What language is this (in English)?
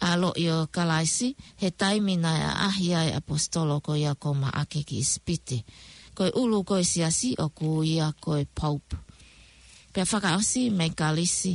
Tongan